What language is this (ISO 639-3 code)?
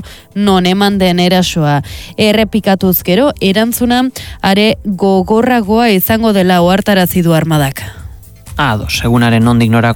eus